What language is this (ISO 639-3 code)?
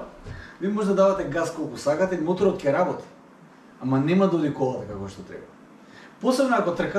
mkd